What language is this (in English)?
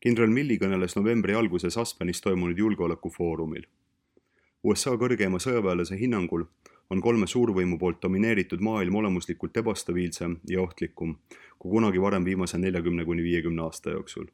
Estonian